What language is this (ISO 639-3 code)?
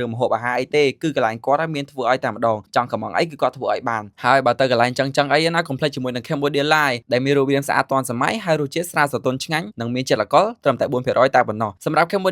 khm